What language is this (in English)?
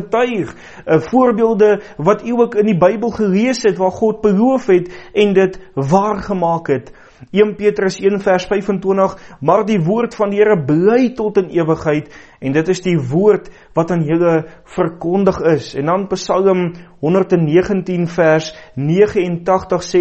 Afrikaans